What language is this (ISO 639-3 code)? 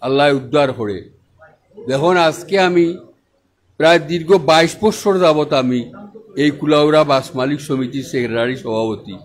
syl